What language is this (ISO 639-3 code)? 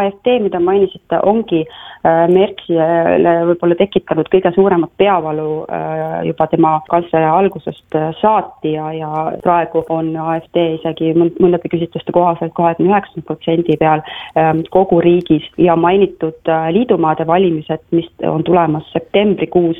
est